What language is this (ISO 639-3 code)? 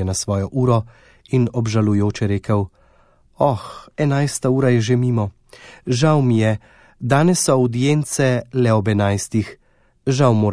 slv